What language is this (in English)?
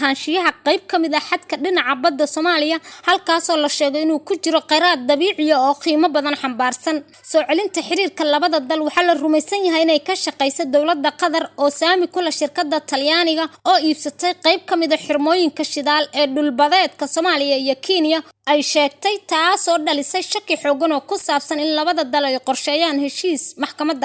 Somali